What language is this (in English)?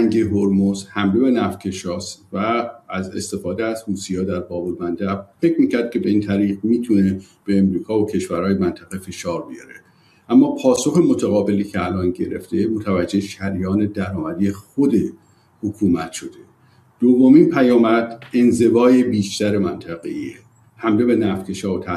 Persian